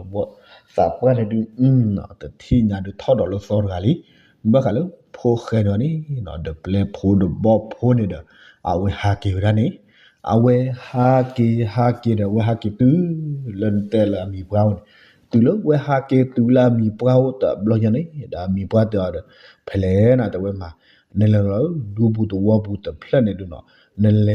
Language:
S'gaw Karen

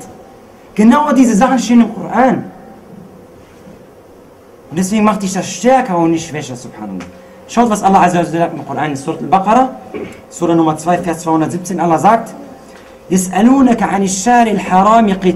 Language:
German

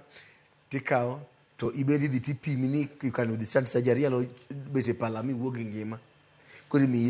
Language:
Luo (Kenya and Tanzania)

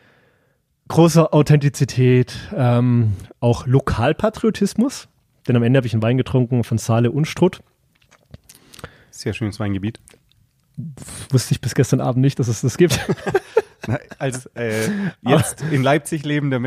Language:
German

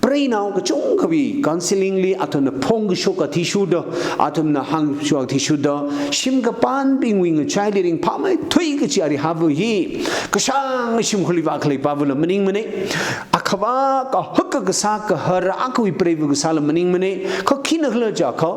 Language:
Tangkhul Naga (India)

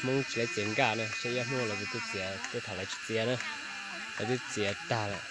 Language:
Hmong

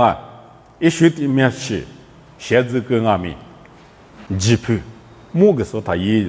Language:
Lisu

